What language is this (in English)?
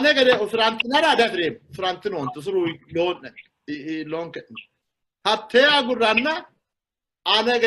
Sidamo